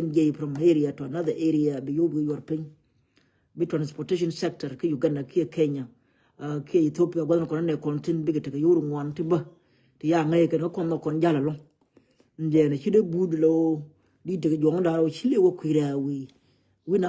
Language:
Nuer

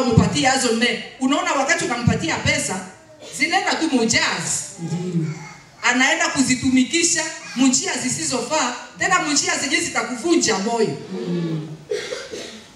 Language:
Swahili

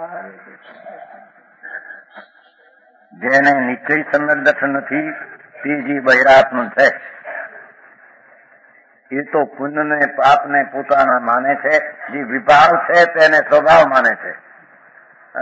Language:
Gujarati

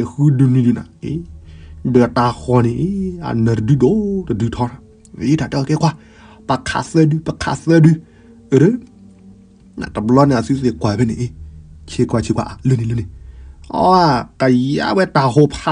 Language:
S'gaw Karen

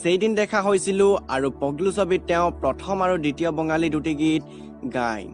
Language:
Assamese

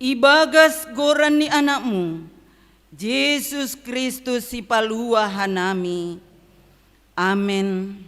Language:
Batak Simalungun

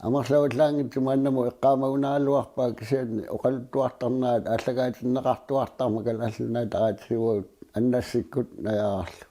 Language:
Kalaallisut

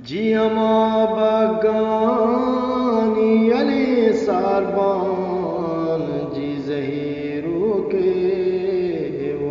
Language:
Eastern Balochi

